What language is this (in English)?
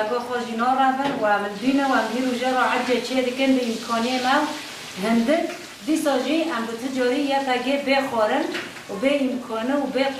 Kurdish